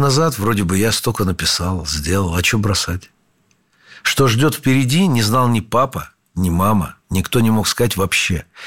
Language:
Russian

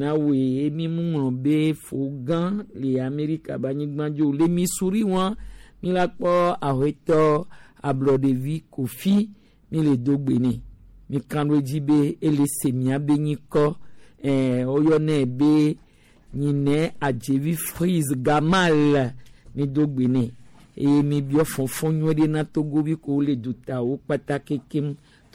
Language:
Gen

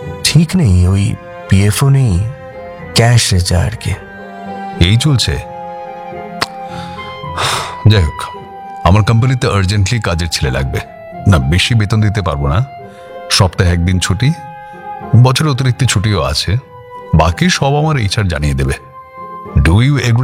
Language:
Bangla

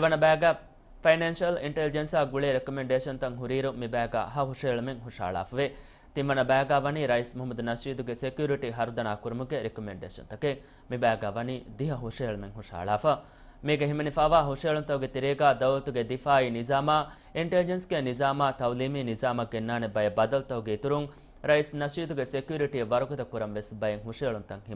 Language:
Divehi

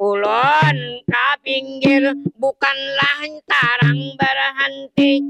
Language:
Banjar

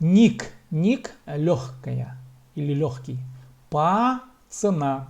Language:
Khakas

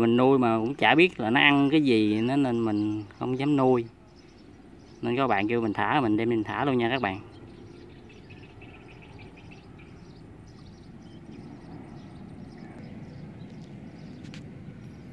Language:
Vietnamese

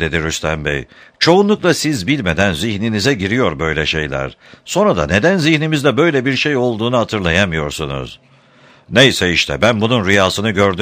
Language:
Turkish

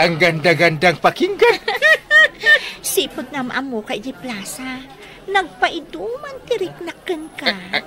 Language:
Iloko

